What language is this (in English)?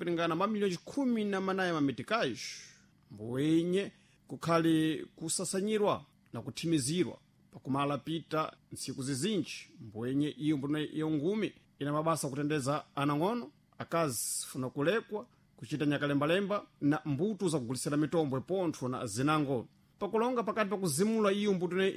Sena